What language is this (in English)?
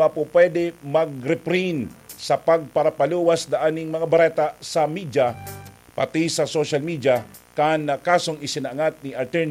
Bikol